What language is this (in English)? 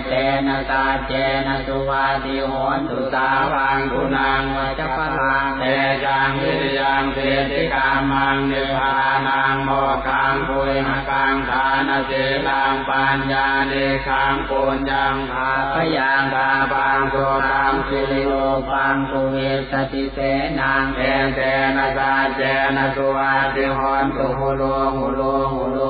Pali